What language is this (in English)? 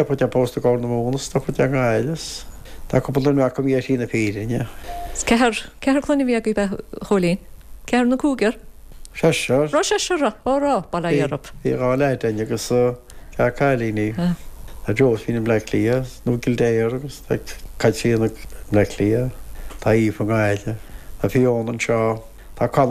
Irish